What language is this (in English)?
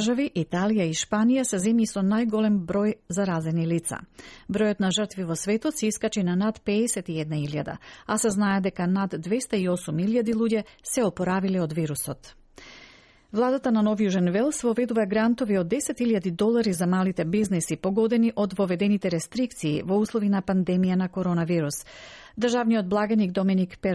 Macedonian